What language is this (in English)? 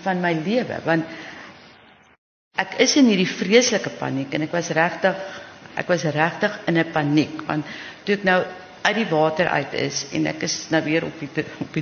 Afrikaans